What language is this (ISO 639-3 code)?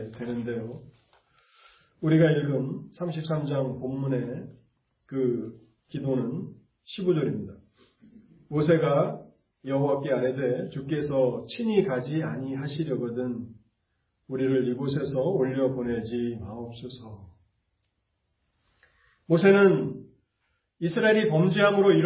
kor